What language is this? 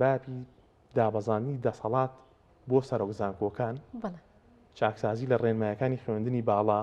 Central Kurdish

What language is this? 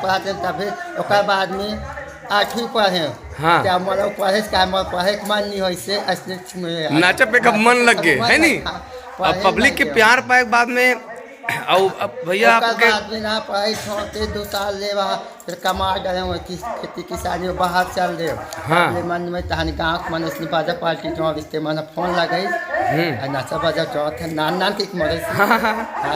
Chhattisgarhi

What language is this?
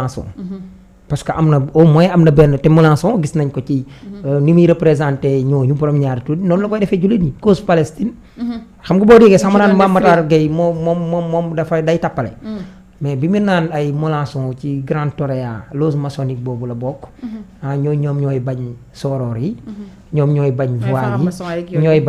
Wolof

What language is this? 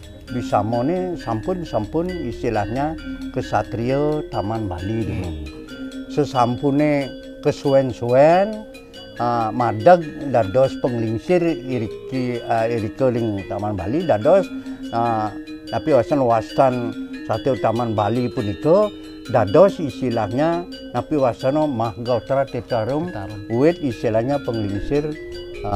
Balinese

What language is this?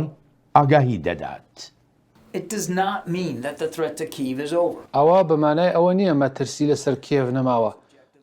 Central Kurdish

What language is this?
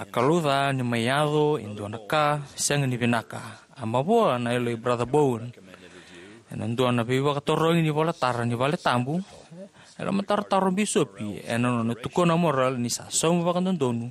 Fijian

